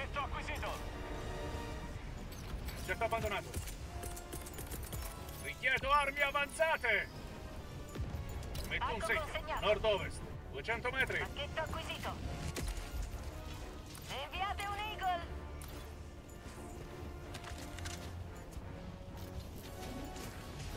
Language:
Italian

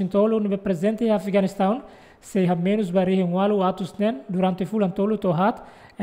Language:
Tetum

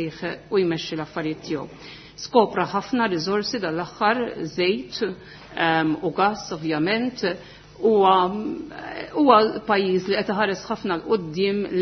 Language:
Maltese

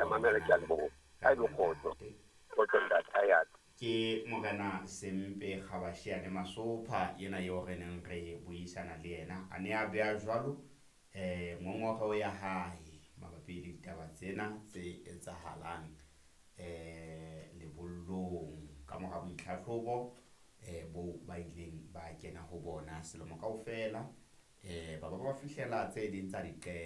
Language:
Southern Sotho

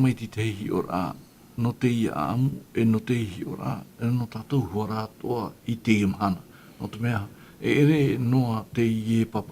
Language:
Tahitian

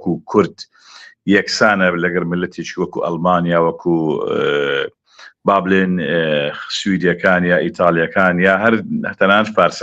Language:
Central Kurdish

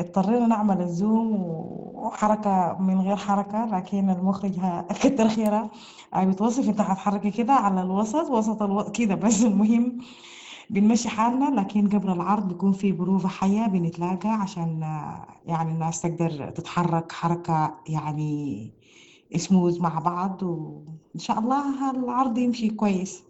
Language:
Sudanese Arabic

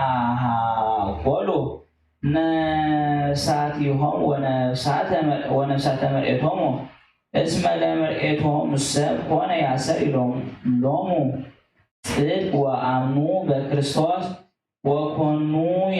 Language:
Geez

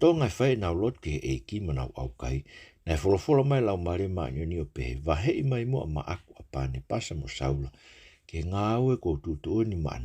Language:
Tongan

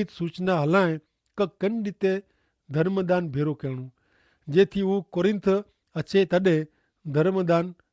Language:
Kachhi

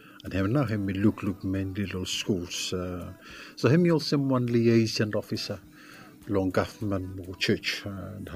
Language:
Bislama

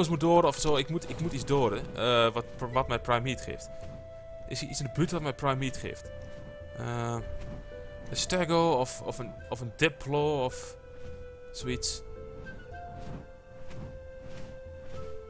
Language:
Dutch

